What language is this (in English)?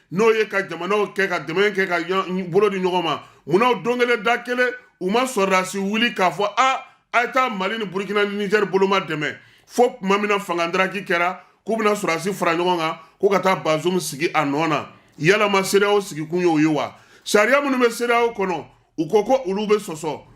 Bambara